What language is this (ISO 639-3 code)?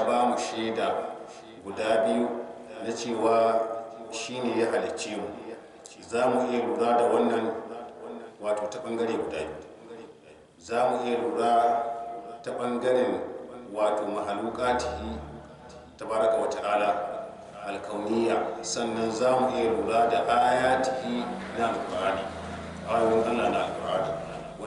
hau